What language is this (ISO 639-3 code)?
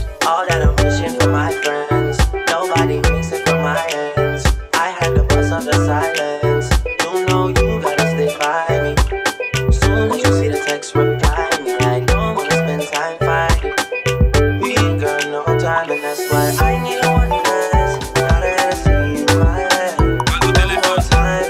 eng